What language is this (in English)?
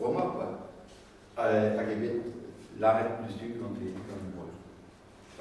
Breton